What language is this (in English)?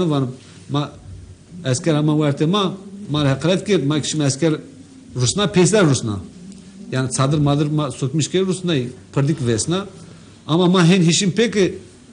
Zaza